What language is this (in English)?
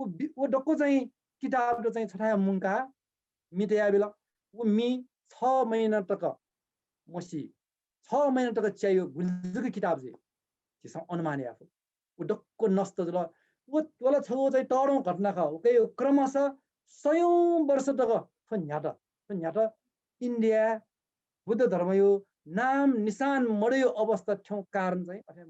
Newari